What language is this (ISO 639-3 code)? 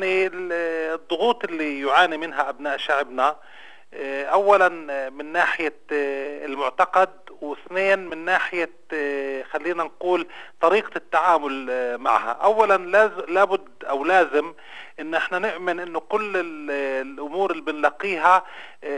apc